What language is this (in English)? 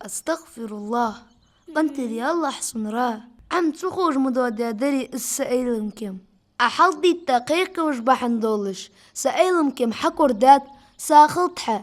Ingush